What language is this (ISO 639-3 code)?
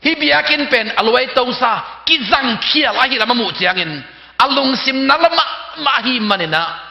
ctd